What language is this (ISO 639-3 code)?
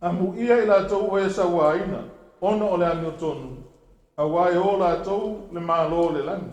smo